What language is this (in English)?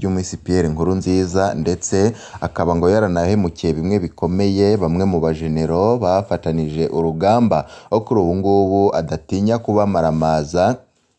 Rundi